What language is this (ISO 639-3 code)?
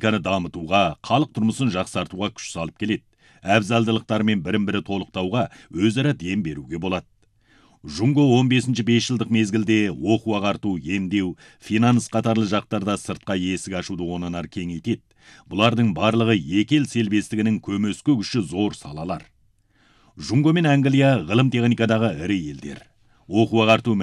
kaz